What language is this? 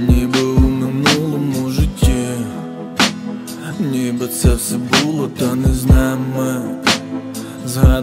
Ukrainian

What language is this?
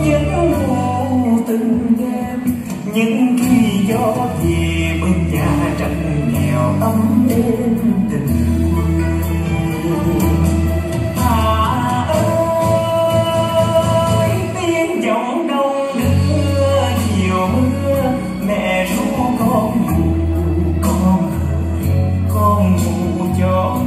Vietnamese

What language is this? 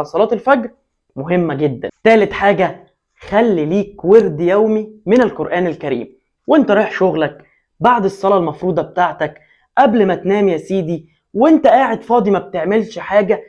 Egyptian Arabic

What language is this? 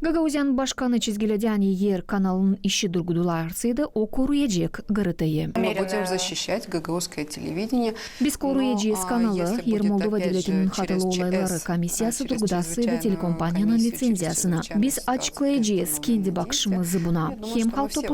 Gagauz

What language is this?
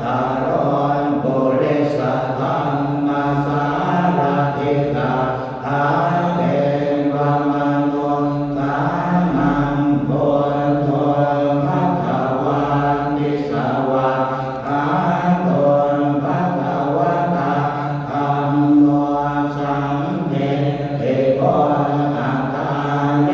Pali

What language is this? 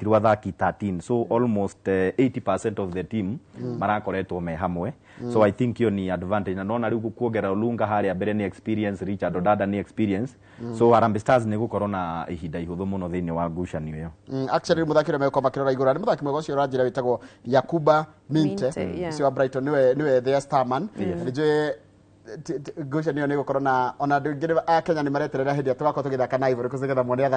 Kikuyu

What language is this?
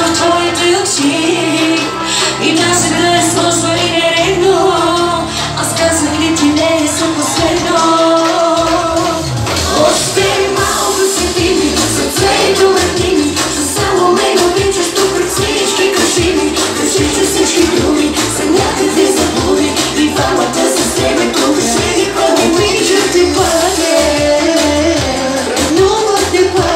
Bulgarian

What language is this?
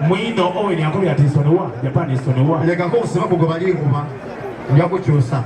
Soga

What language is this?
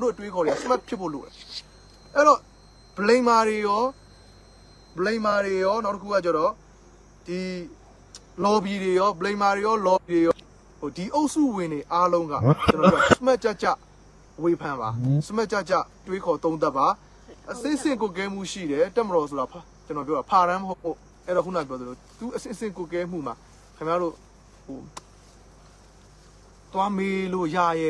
Burmese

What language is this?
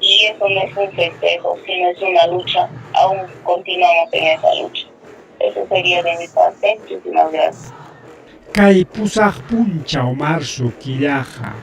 Ayacucho Quechua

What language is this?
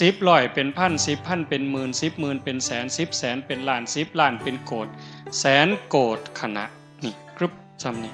Northeastern Thai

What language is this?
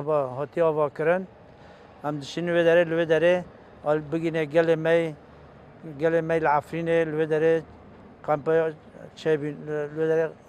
Kurdish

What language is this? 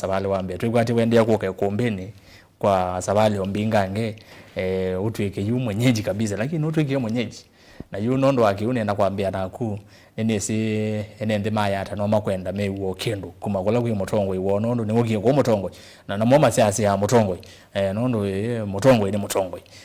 Kamba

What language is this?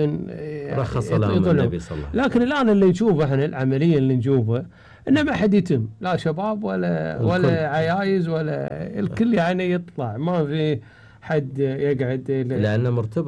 Gulf Arabic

